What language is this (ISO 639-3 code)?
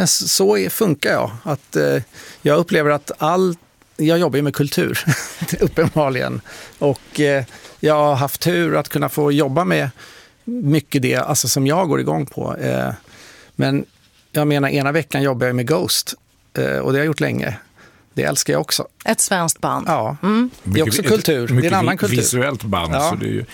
swe